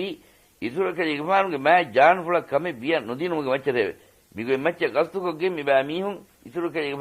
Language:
Divehi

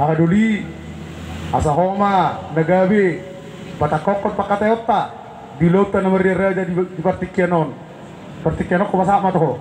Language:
Batak Toba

